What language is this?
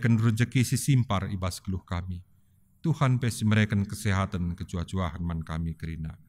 Batak Karo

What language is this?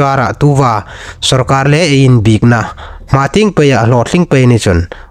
Hmar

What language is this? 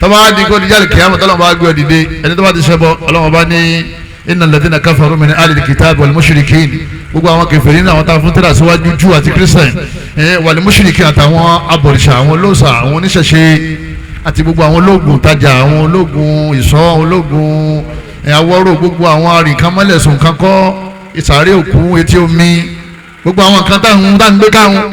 Yoruba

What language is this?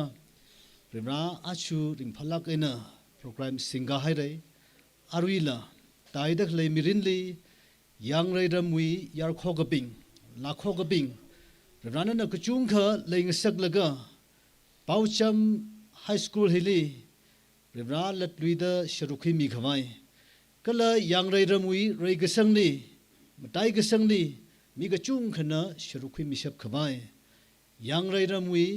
Tangkhul Naga (India)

